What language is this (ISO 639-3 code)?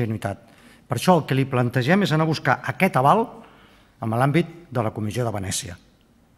cat